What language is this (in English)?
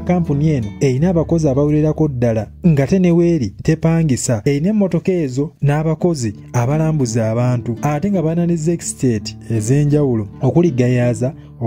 Ganda